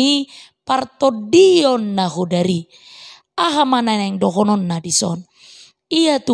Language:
Batak Toba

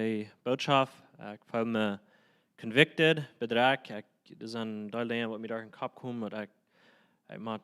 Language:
Plautdietsch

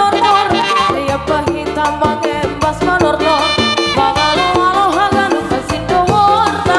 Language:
Batak Simalungun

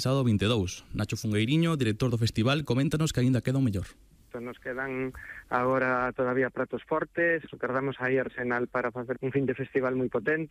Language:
Galician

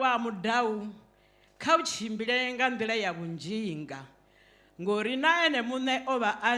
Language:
Venda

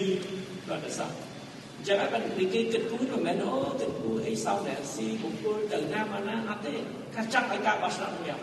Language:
Khmer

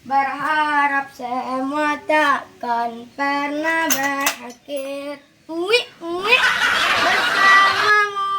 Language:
Minangkabau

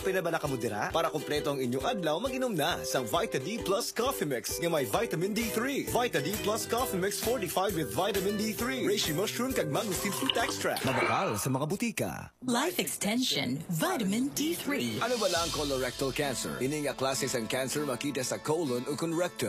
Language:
Hiligaynon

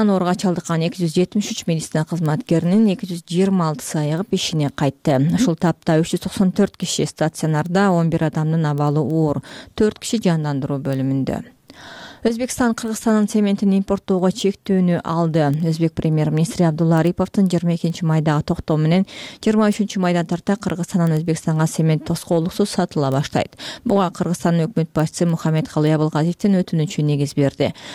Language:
Kyrgyz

